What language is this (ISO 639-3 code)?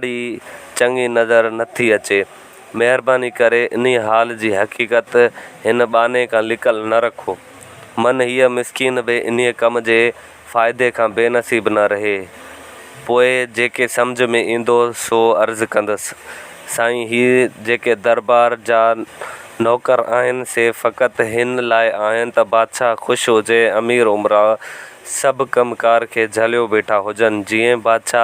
snd